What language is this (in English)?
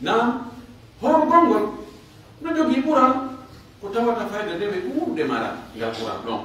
Pular